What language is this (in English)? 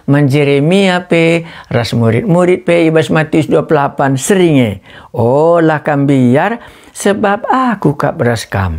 Batak Karo